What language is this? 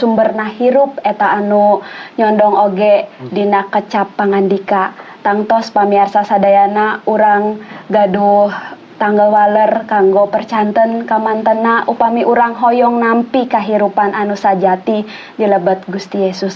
Sundanese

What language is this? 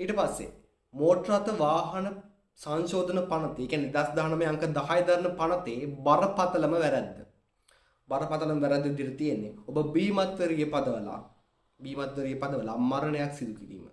Sinhala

